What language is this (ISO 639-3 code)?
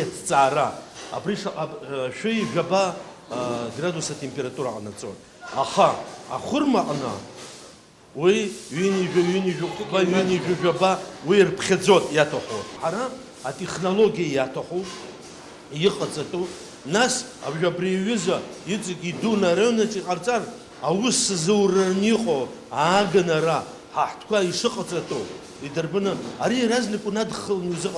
abk